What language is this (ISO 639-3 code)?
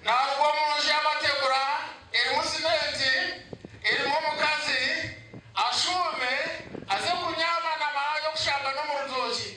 nyn